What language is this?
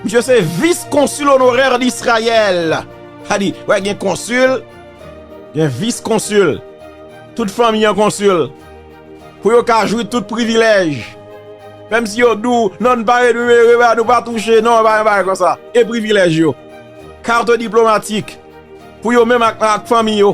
Haitian Creole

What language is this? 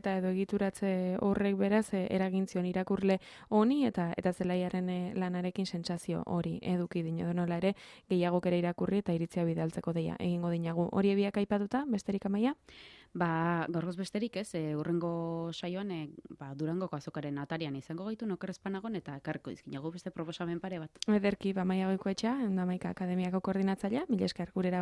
Basque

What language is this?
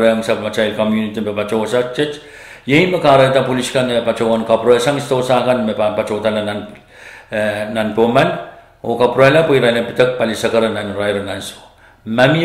Pohnpeian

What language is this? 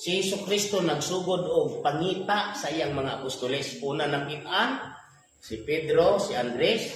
Cebuano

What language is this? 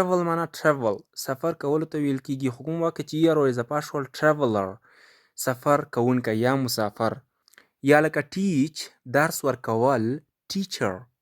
Pashto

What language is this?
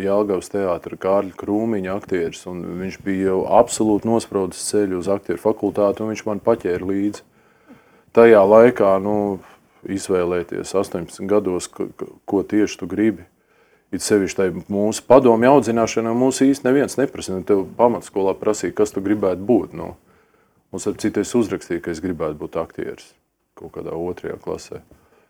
Latvian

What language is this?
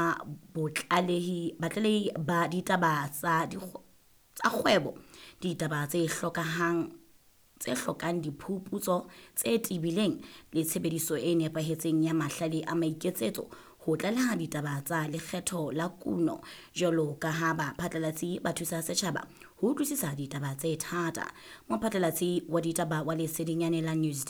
Southern Sotho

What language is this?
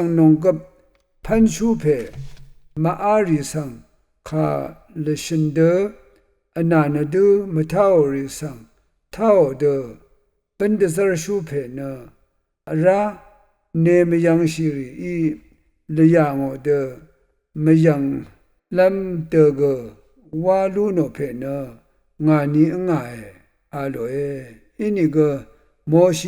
Rawang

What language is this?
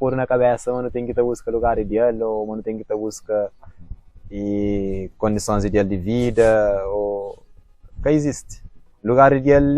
Kabuverdianu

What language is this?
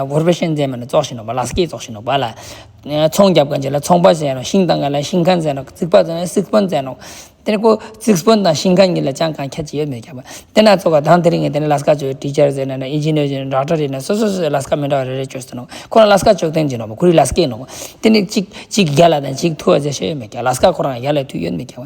Ladakhi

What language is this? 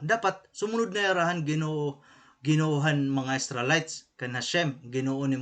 Waray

